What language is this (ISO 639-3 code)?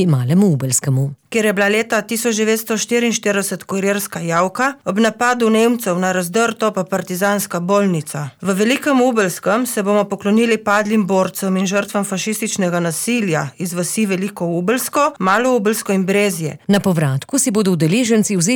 slv